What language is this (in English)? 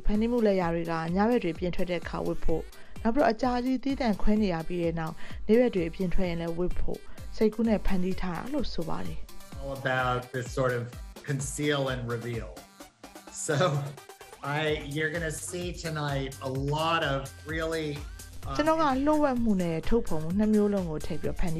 Burmese